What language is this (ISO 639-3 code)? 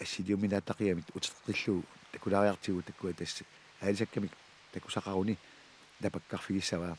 kal